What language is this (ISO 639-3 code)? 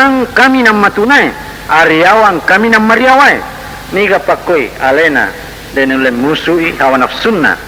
bug